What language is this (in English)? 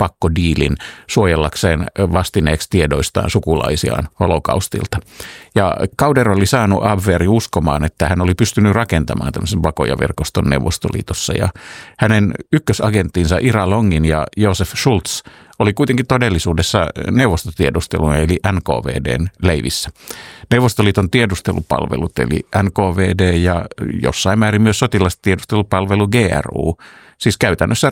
Finnish